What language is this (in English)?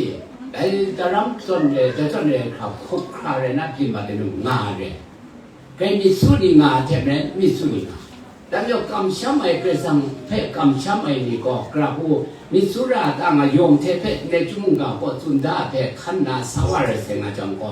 Kachin